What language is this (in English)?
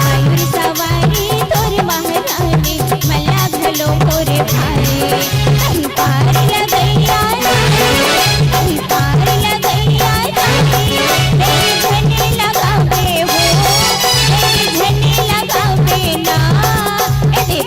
Chhattisgarhi